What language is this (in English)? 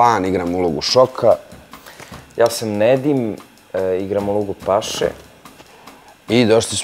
Bosnian